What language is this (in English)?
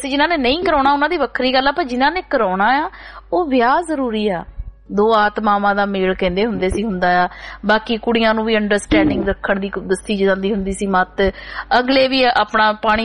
Punjabi